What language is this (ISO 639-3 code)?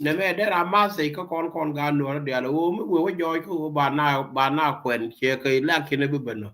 nus